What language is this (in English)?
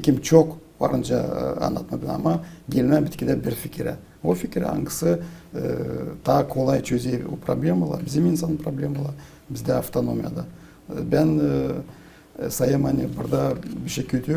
Gagauz